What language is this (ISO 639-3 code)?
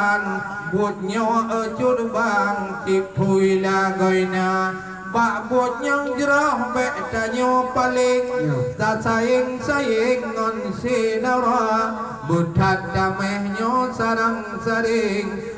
ace